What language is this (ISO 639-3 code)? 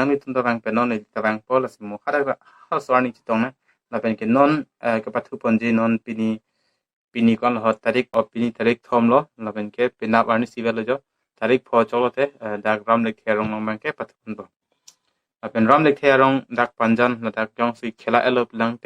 mjw